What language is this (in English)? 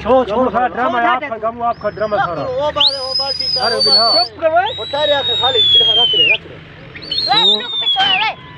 Saraiki